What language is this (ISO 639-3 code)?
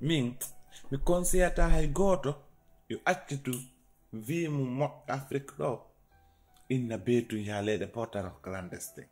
ful